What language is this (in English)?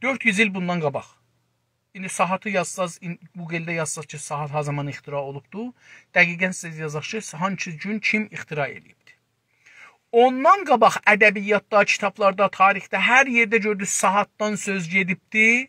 South Azerbaijani